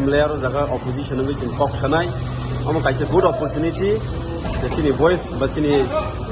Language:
Kok Borok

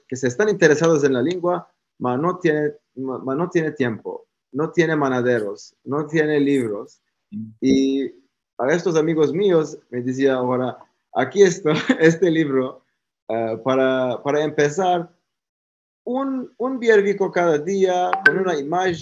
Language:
Ladino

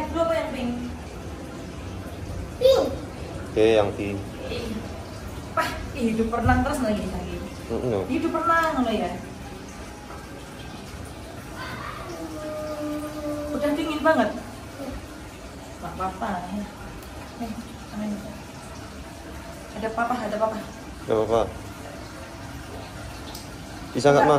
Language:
Indonesian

